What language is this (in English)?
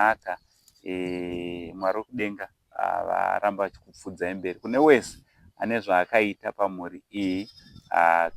Shona